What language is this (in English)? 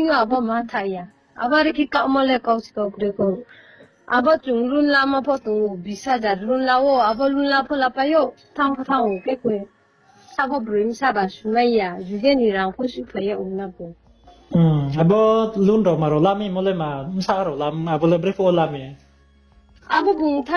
Riang (India)